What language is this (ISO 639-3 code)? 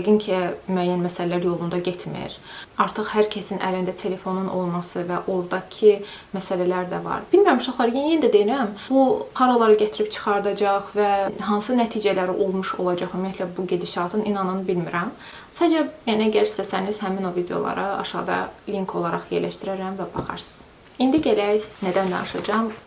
aze